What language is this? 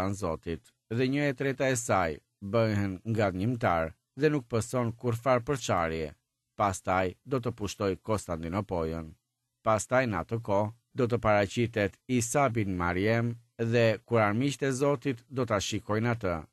Albanian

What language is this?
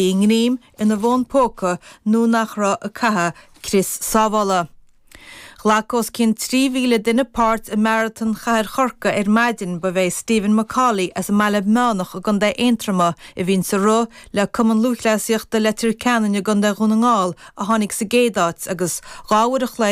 Irish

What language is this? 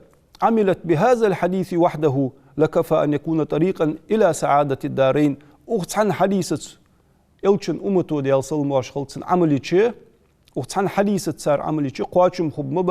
Ingush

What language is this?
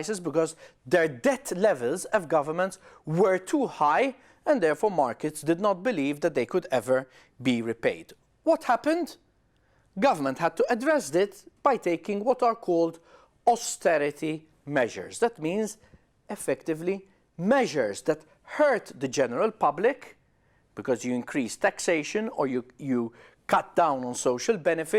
English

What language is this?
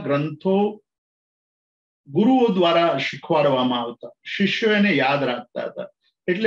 Gujarati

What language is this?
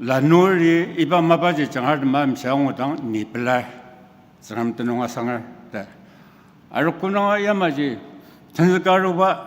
Ao Naga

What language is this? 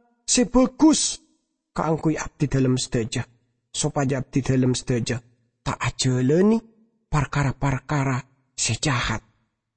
Madurese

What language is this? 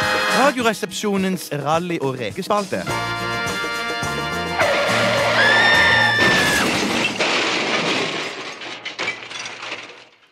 Norwegian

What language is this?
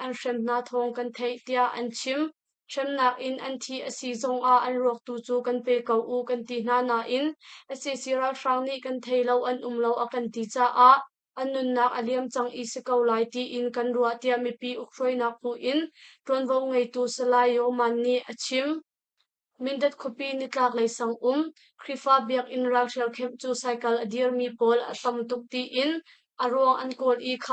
Hakha Chin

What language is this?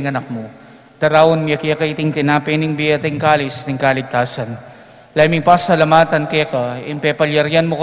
Pampanga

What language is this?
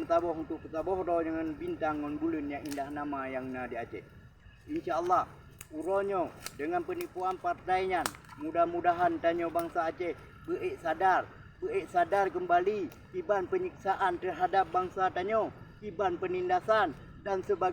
Achinese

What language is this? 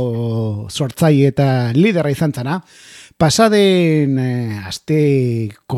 Basque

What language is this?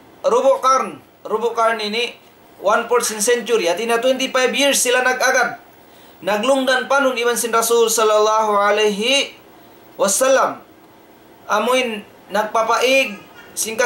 Tausug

